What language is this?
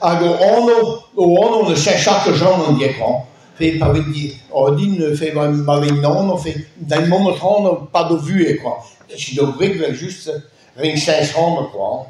Breton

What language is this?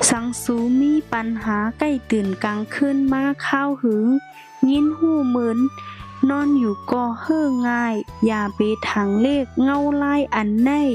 Shan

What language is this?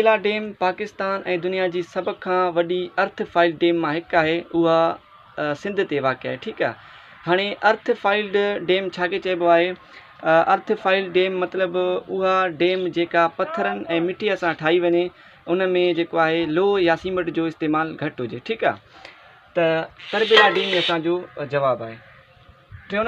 Sindhi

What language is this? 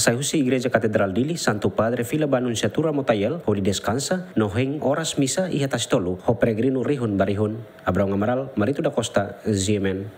Tetum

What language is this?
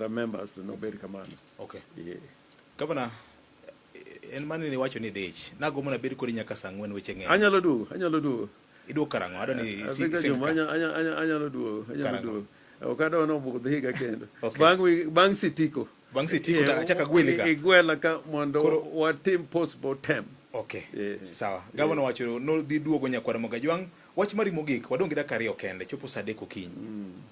Luo (Kenya and Tanzania)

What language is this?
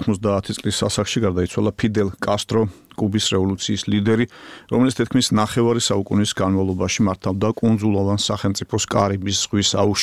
Georgian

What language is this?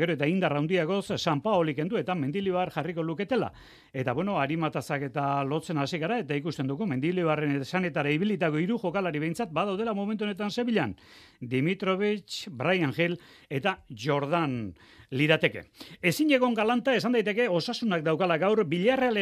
Basque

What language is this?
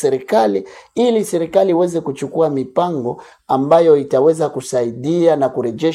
Swahili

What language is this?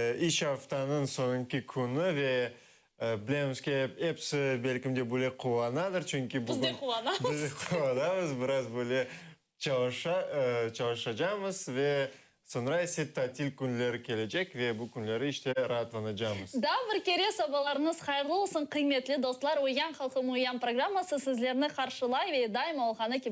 Crimean Tatar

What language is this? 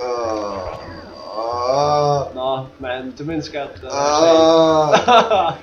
Faroese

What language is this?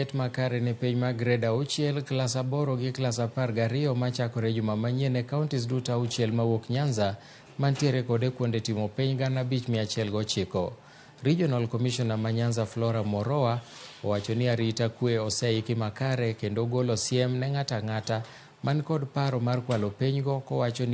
Luo (Kenya and Tanzania)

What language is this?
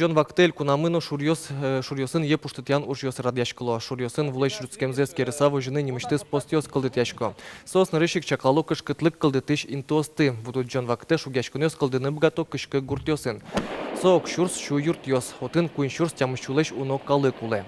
Udmurt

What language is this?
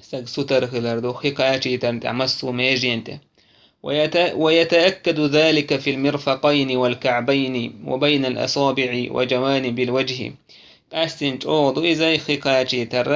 Chechen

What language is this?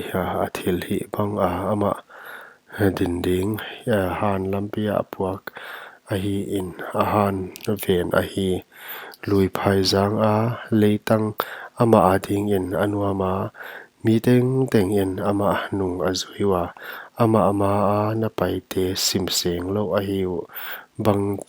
Paite Chin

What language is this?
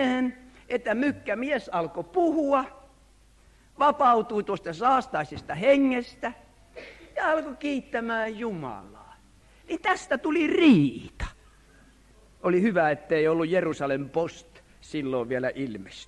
Finnish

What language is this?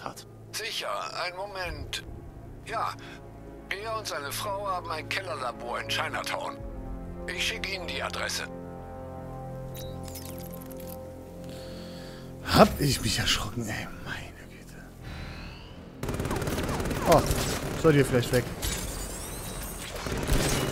German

